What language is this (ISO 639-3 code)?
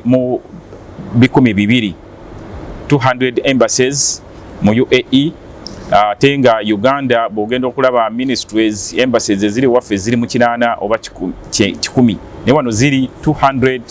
lug